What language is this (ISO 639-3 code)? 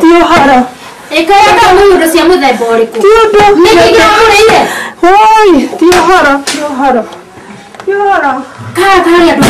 kik